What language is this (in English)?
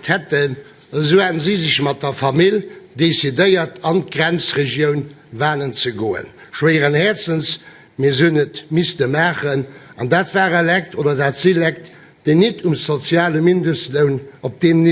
Luxembourgish